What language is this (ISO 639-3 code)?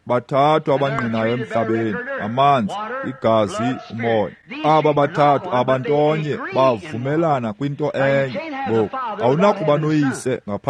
xho